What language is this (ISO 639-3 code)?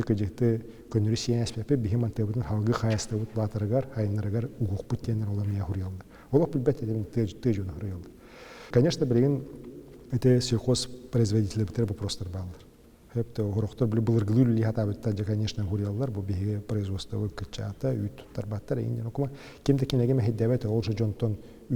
sah